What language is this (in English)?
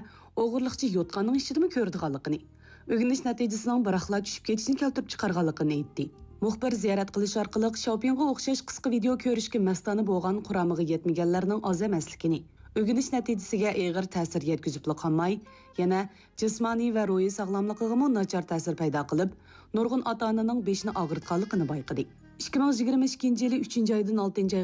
Uyghur